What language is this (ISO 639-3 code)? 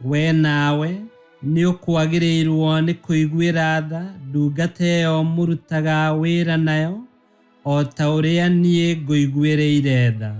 kik